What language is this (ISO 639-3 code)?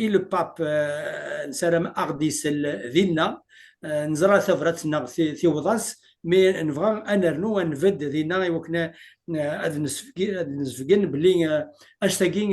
kab